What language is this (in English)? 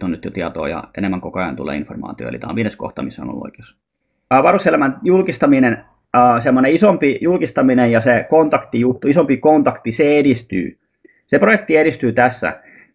Finnish